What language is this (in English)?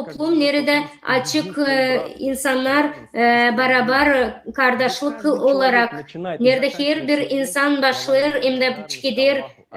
Gagauz